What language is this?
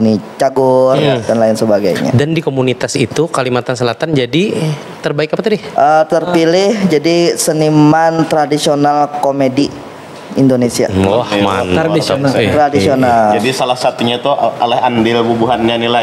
Banjar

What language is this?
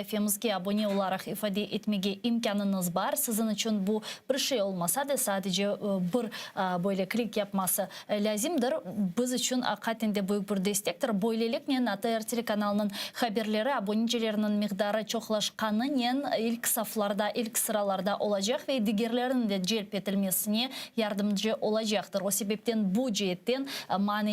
Crimean Tatar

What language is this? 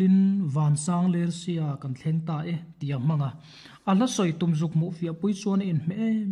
Mizo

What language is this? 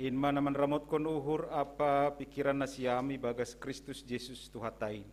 Batak Simalungun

